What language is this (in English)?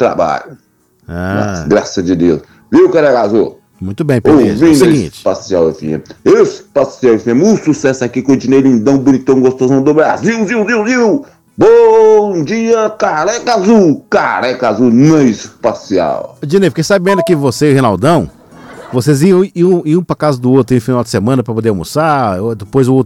Portuguese